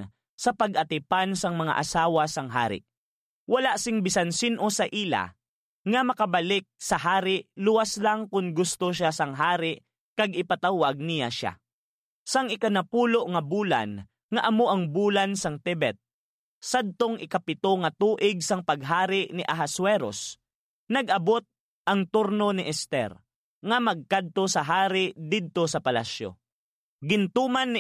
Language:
Hiligaynon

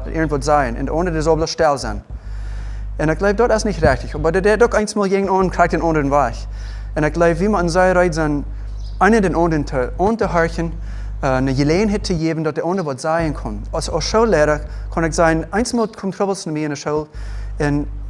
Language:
Plautdietsch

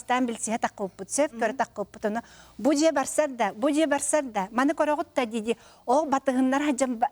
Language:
Yakut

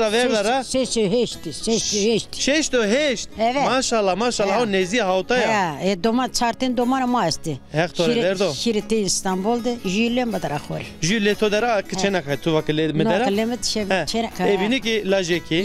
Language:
Zaza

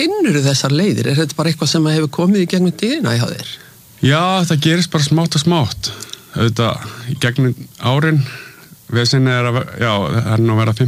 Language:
Icelandic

